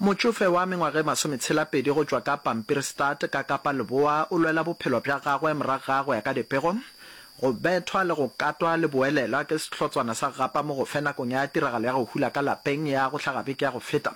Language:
Northern Sotho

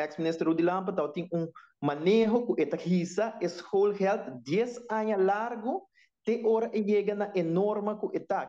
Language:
Papiamento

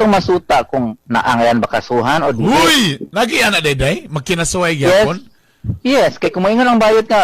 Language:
Cebuano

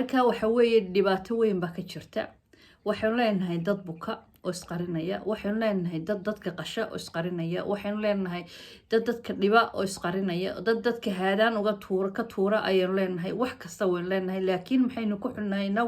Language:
Somali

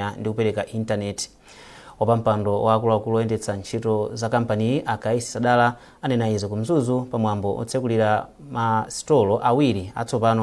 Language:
Nyanja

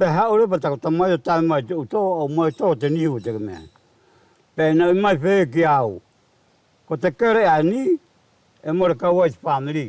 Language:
Wallisian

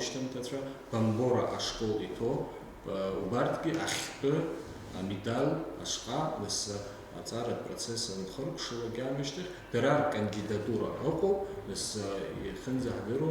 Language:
Abkhazian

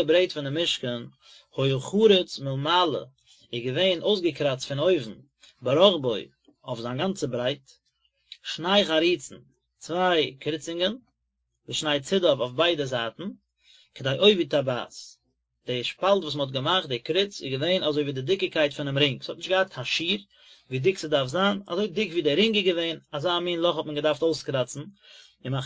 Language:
Yiddish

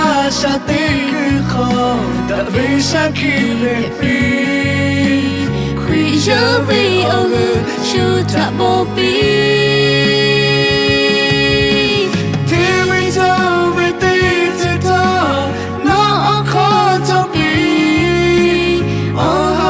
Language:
Lahu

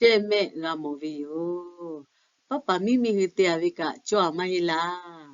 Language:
Lahu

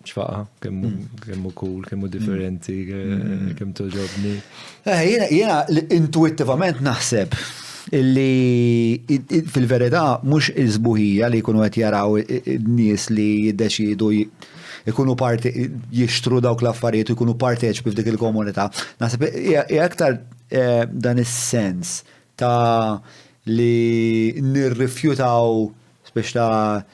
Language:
Maltese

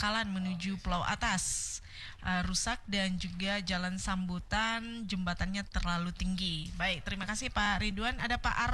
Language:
Indonesian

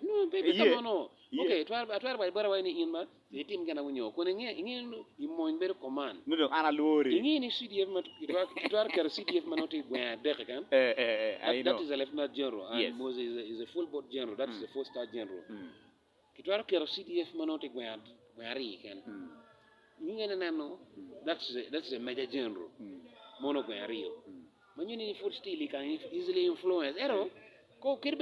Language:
Acoli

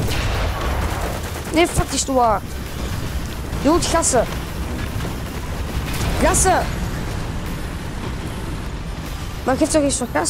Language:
Dutch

